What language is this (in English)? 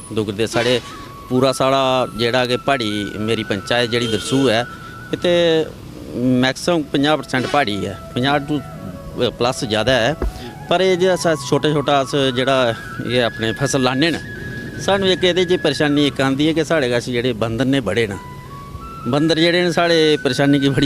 Dogri